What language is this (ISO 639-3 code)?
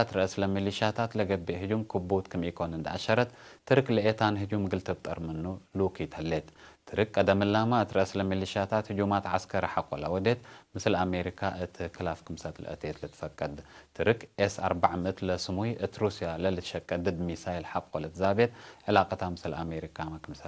tig